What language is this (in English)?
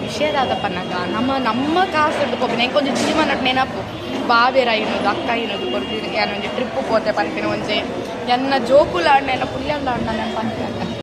Tulu